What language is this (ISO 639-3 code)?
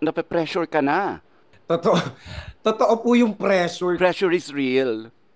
fil